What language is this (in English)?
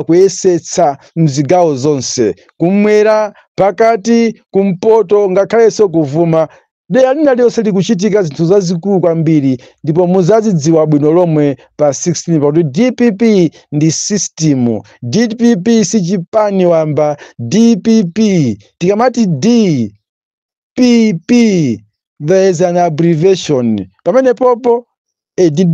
Nyanja